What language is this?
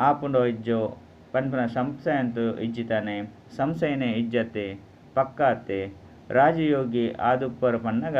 Tulu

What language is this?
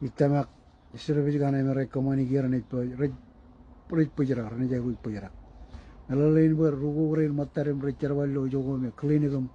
Marshallese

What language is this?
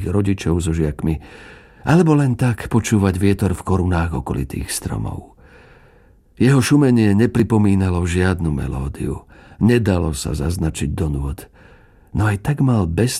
Slovak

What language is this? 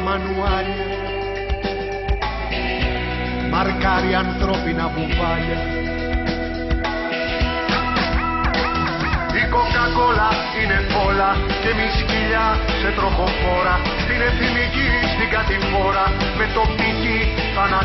Greek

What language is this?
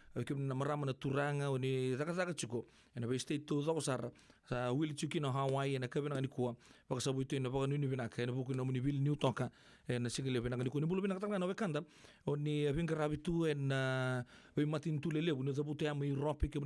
Fijian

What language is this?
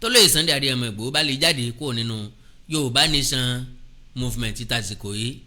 Yoruba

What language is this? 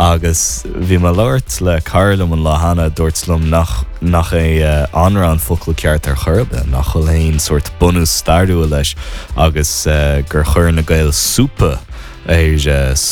Irish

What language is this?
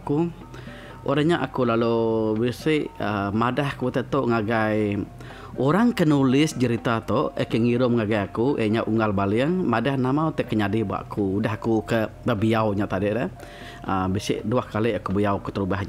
Iban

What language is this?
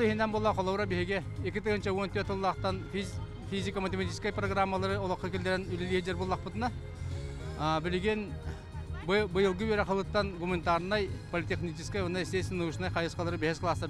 Yakut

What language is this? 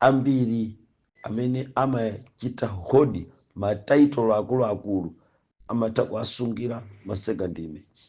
Nyanja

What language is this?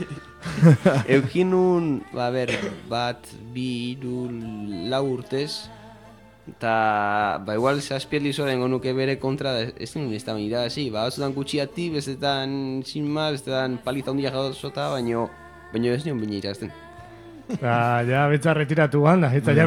Basque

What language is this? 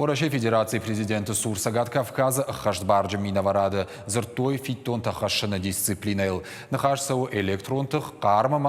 Ossetic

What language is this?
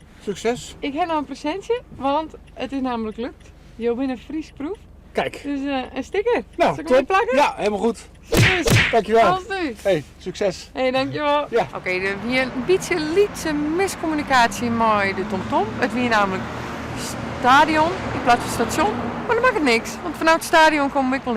Western Frisian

